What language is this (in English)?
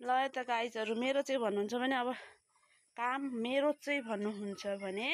Nepali